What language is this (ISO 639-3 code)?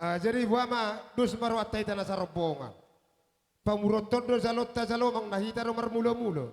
bbc